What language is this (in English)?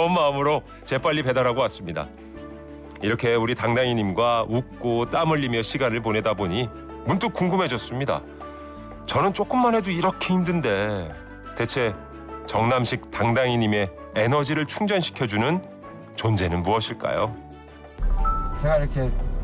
Korean